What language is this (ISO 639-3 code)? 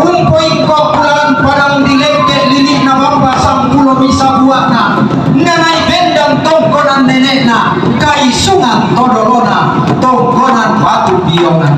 sda